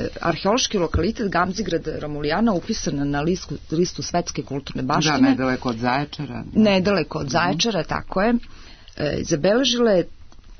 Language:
Serbian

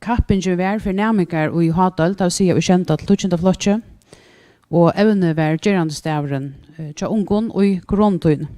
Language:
Faroese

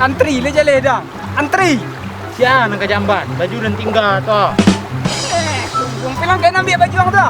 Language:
Minangkabau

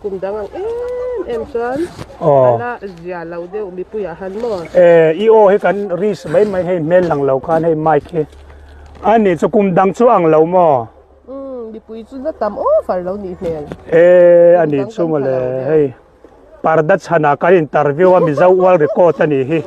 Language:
Mizo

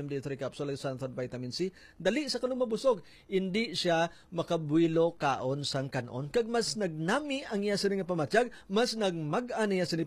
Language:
Hiligaynon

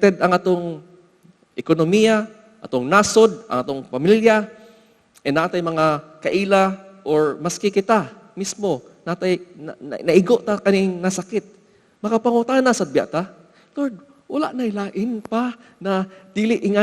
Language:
Cebuano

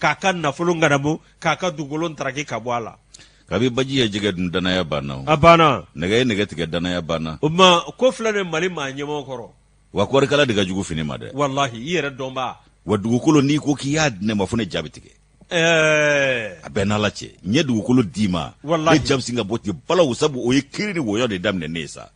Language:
Bambara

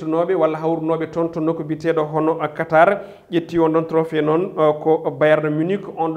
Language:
Fula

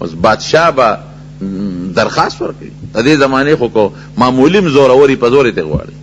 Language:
Pashto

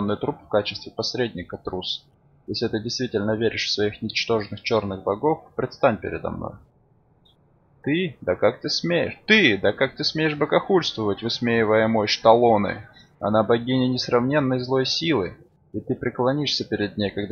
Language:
Russian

